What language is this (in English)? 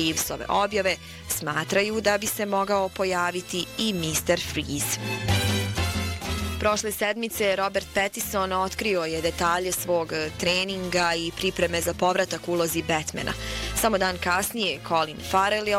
Bosnian